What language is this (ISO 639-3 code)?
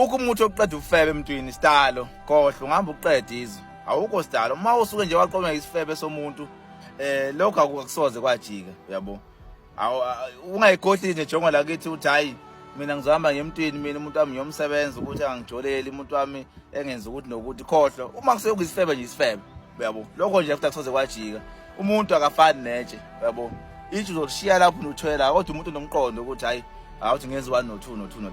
zul